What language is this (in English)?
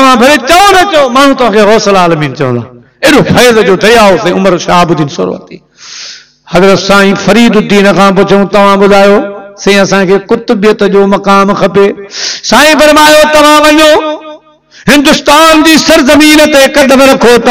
Sindhi